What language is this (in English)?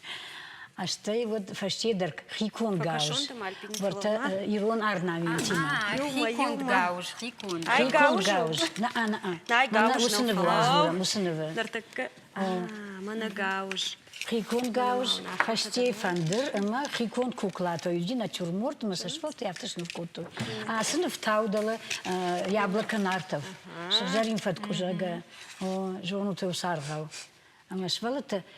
Ossetic